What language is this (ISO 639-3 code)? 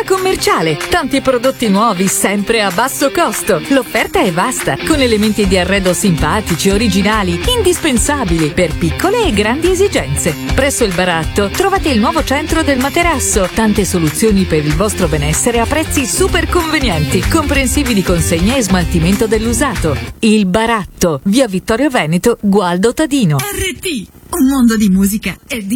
ita